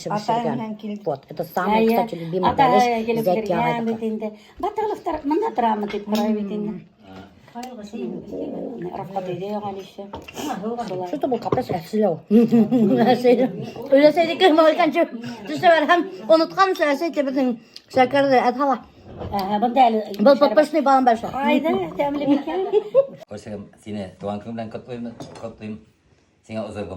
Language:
Bashkir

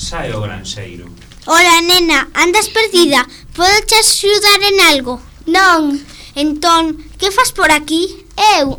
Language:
Galician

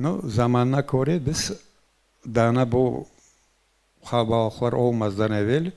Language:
Crimean Tatar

